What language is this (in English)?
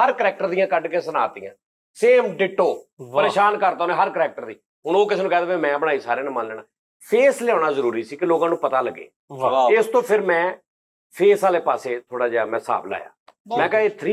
Punjabi